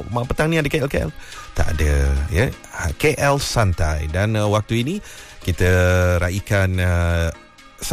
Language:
Malay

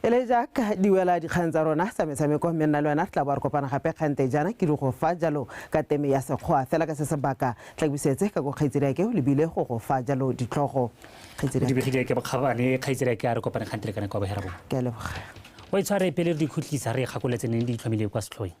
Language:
Tswana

